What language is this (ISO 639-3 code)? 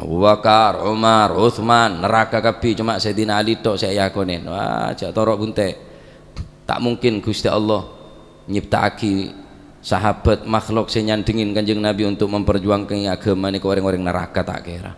mad